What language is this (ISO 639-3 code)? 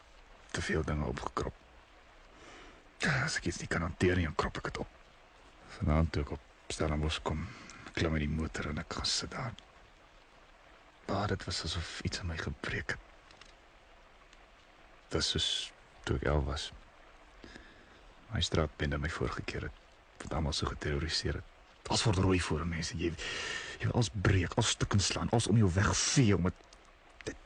afr